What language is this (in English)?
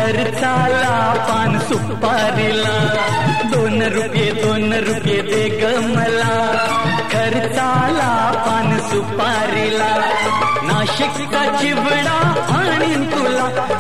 Marathi